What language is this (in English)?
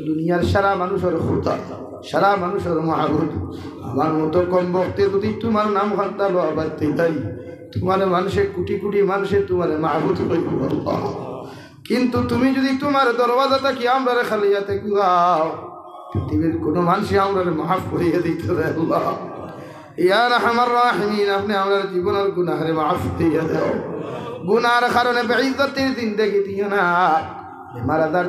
Sylheti